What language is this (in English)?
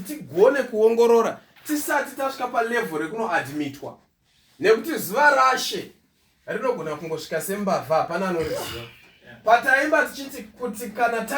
Shona